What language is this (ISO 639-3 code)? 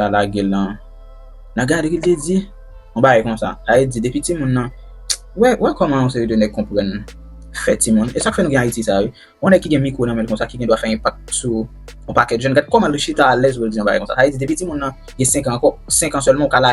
hat